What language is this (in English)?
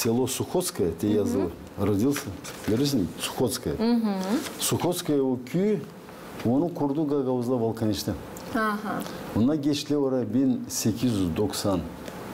Gagauz